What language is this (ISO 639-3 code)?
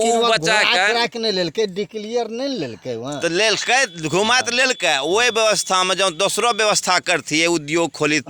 anp